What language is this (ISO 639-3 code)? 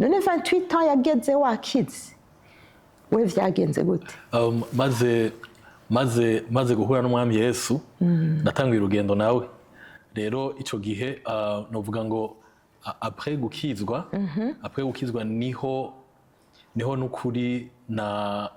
run